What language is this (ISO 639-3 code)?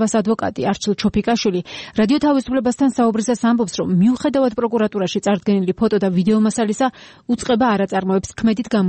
kat